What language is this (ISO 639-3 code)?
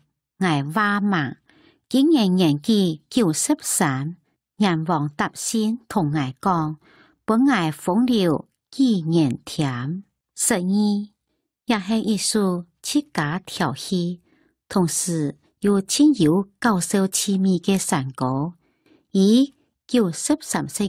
hak